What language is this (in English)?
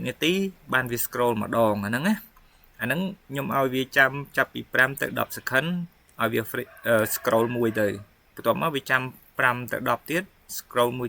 Khmer